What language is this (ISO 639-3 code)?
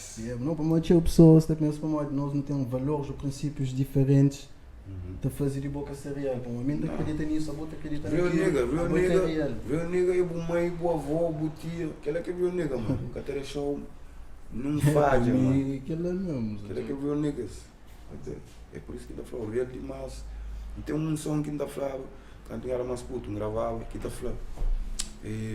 kea